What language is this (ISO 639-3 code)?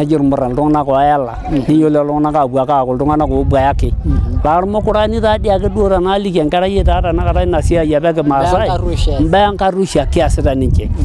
mas